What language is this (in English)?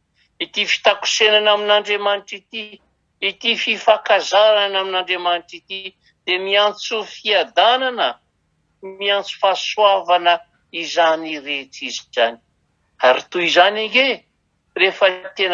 Malagasy